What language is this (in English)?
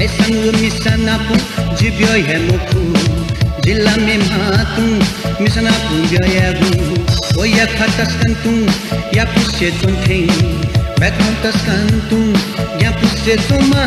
Newari